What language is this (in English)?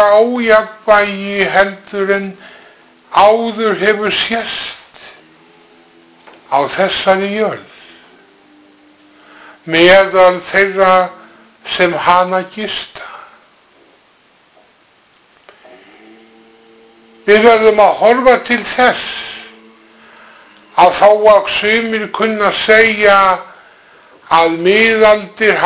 Icelandic